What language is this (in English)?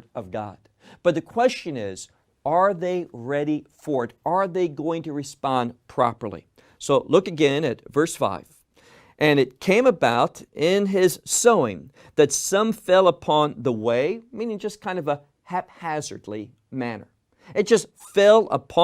English